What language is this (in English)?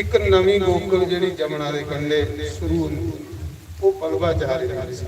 Dogri